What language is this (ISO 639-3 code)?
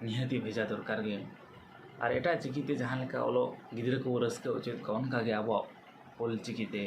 sat